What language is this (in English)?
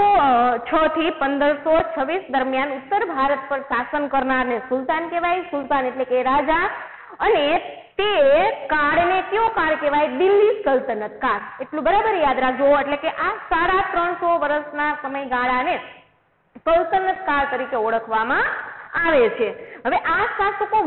Gujarati